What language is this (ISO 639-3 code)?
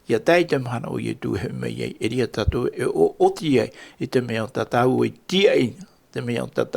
tah